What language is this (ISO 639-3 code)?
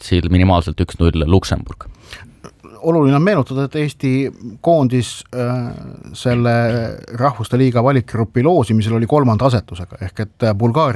est